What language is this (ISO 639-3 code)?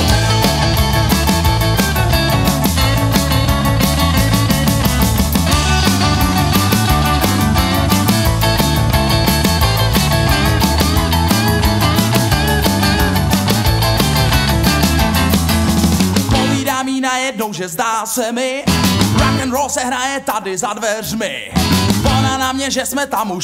ces